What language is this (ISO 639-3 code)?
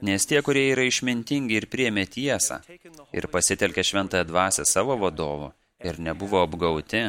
lit